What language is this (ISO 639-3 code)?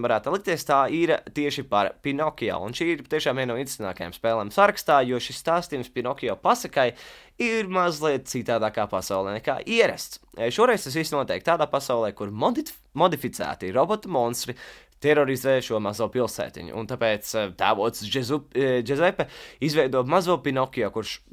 lav